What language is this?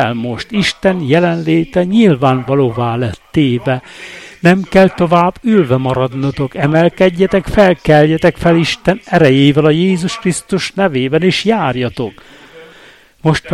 Hungarian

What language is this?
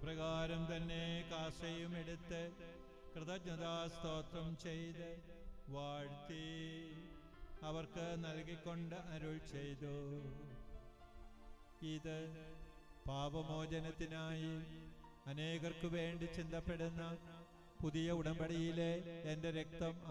Malayalam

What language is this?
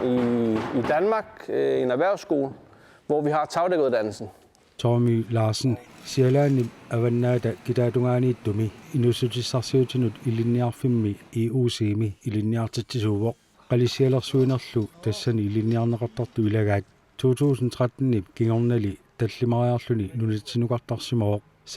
Kalaallisut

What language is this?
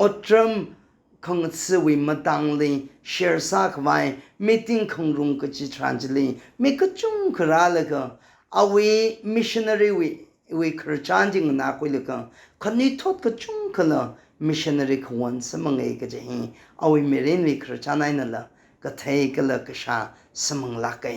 Tangkhul Naga (India)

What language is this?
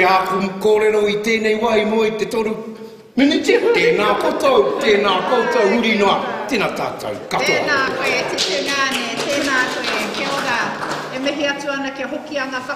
Māori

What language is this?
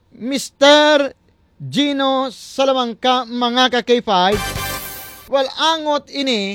Hiligaynon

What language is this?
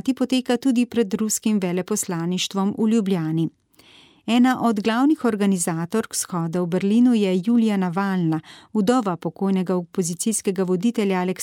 Slovenian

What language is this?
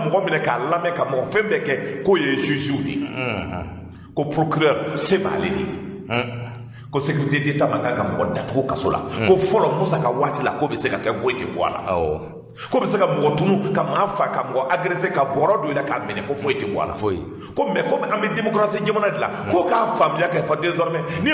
Bambara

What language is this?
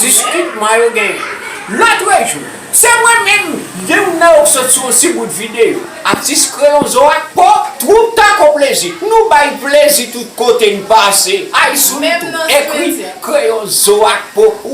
Haitian Creole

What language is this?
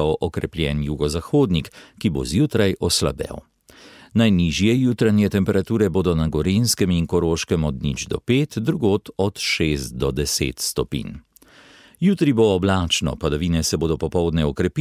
Slovenian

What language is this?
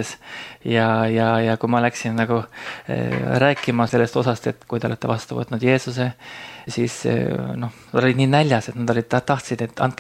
Estonian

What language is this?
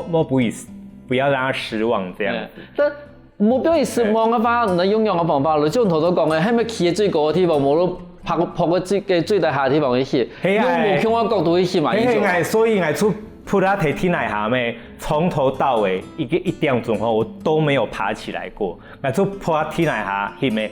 Hakka Chinese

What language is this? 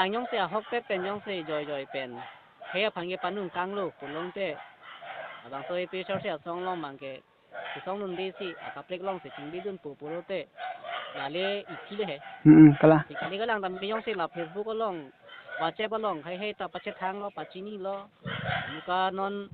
Karbi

